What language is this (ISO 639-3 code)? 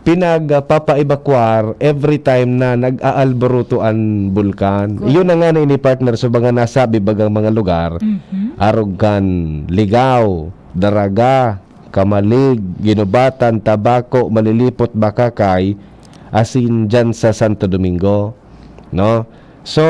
bik